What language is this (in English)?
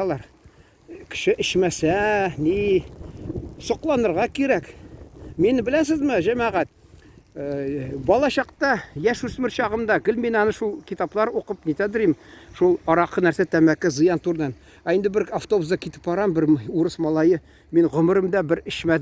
Tatar